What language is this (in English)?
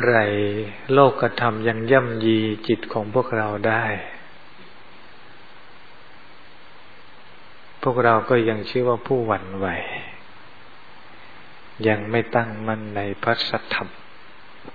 Thai